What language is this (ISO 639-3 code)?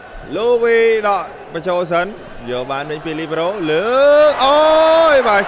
khm